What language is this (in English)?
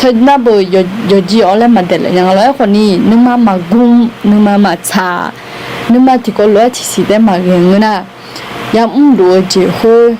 Akha